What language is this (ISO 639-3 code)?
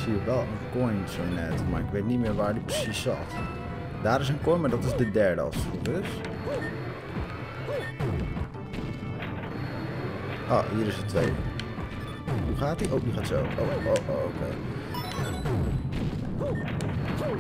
nld